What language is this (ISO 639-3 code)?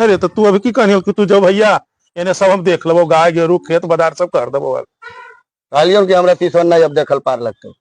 mag